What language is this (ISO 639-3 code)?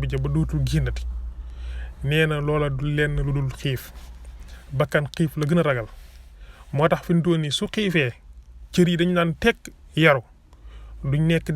wol